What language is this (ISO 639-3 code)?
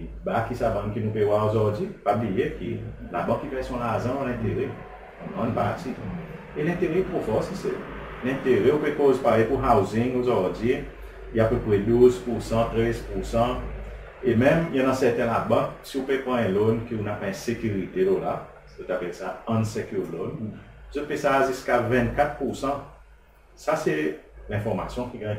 crs